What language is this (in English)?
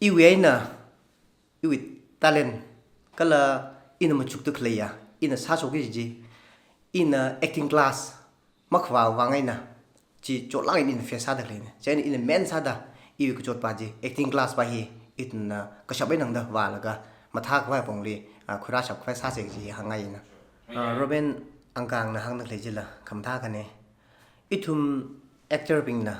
Tangkhul Naga (India)